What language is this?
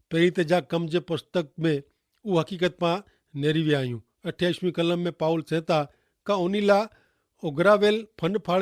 Kachhi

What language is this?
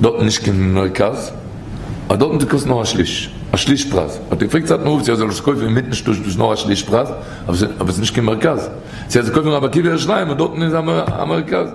Yiddish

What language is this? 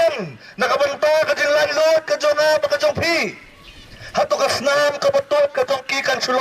Khasi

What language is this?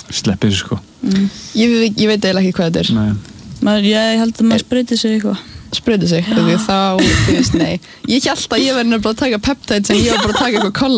Icelandic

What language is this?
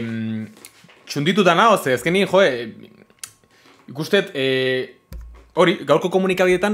Basque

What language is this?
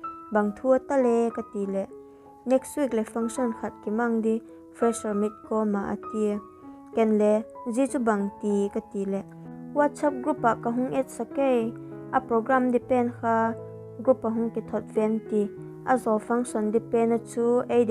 Vaiphei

